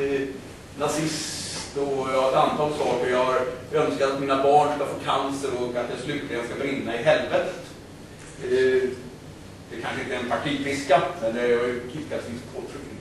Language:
Swedish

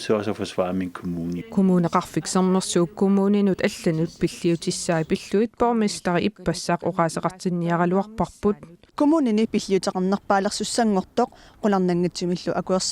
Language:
Kalaallisut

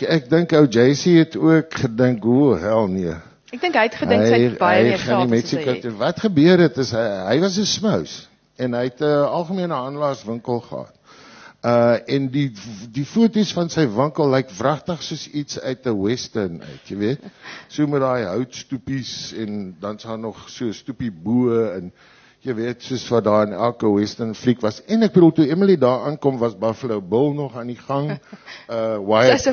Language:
Afrikaans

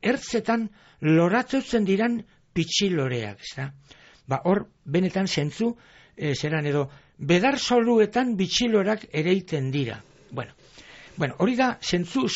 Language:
Basque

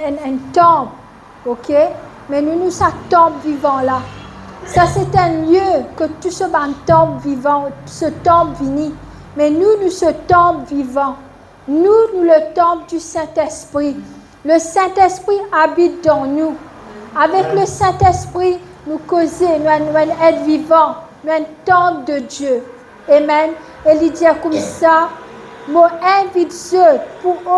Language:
Morisyen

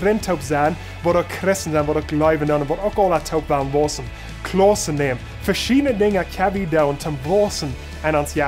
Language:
Plautdietsch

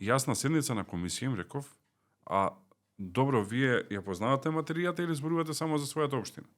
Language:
Macedonian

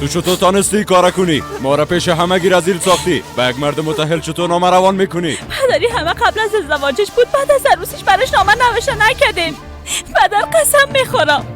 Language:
Persian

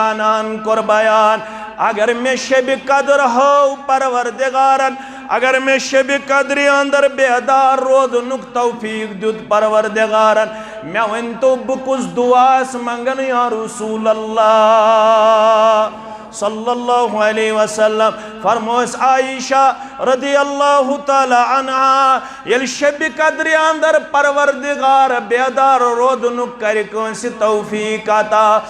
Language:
Kashmiri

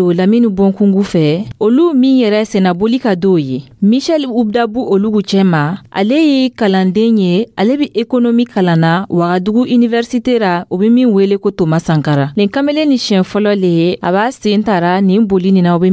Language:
Dyula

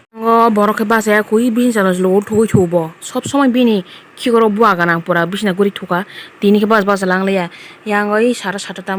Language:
Kok Borok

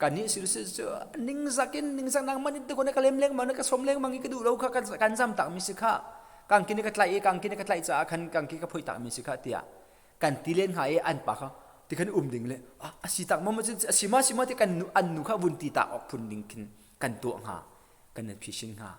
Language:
Hakha Chin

